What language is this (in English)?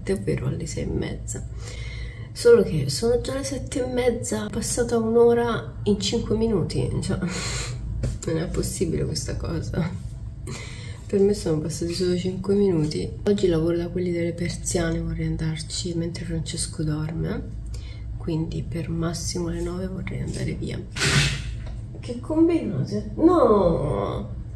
Italian